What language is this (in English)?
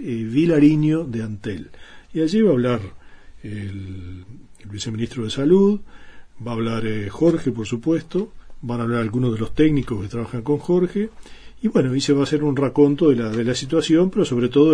Spanish